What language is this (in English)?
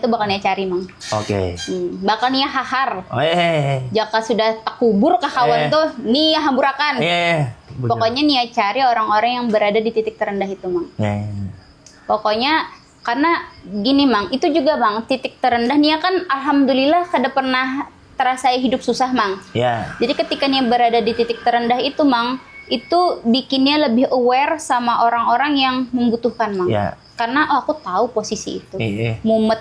Banjar